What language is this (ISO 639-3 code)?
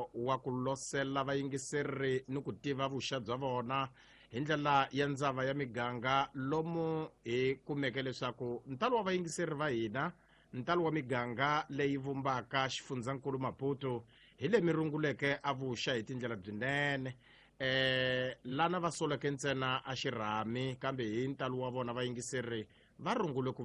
tso